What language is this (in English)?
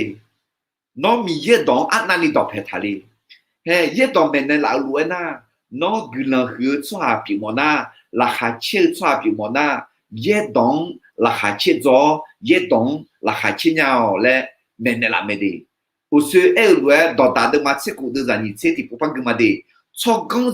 Akha